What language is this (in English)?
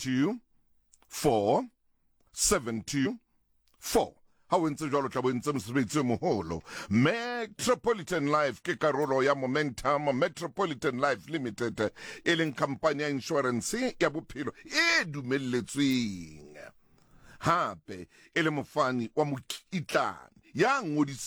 Southern Sotho